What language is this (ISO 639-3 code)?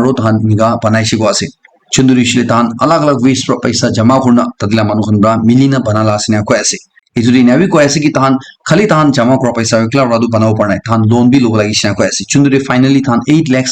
nag